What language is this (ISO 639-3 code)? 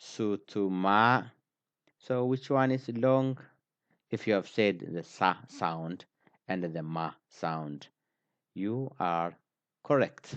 eng